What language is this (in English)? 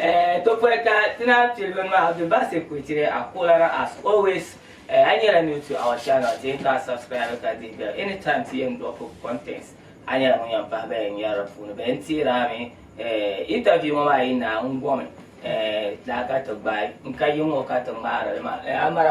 Dagbani